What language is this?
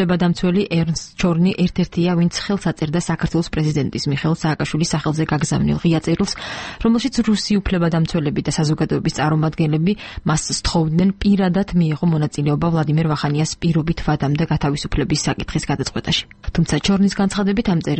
Georgian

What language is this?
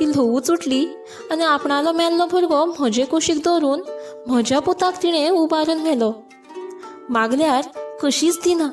Konkani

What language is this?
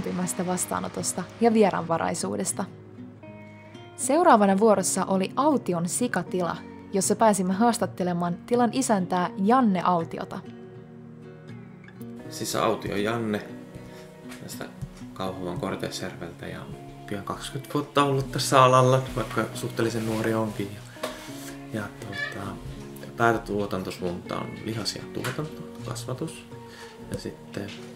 Finnish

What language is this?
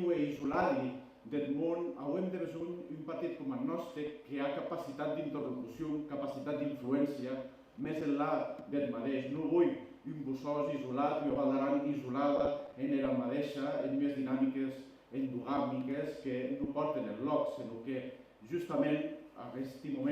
Occitan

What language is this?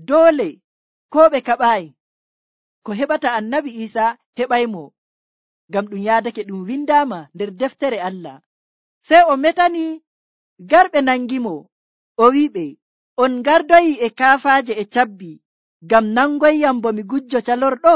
Nigerian Fulfulde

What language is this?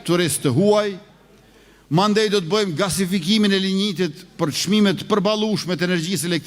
Albanian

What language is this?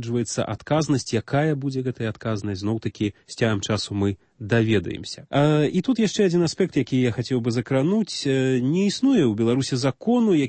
Belarusian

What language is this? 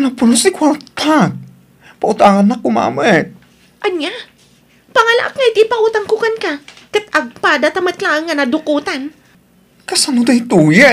Iloko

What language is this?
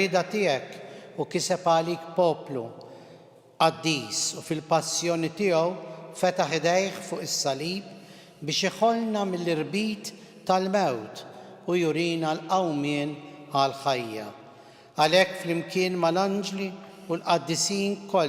Maltese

